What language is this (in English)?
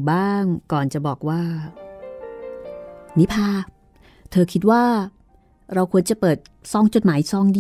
Thai